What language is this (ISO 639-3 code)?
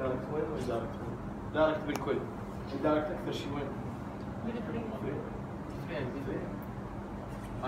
acm